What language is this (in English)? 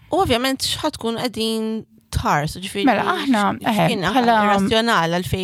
Maltese